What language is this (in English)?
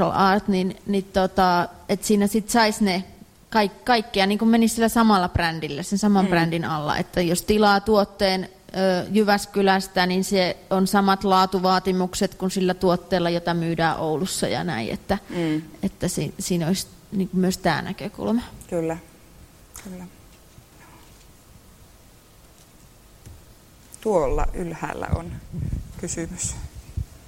Finnish